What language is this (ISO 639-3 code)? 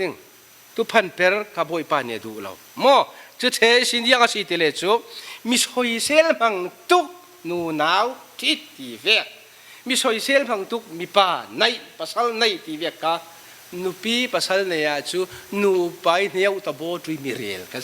cfm